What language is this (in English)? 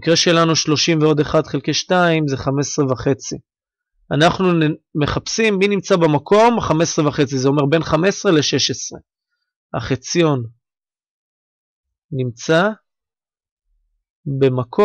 Hebrew